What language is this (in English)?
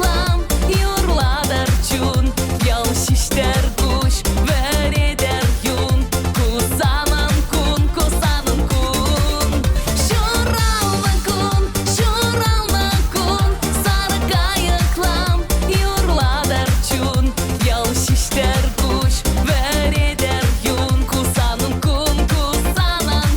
Chuvash